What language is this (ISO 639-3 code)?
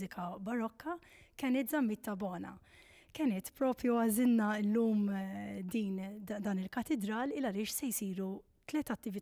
mlt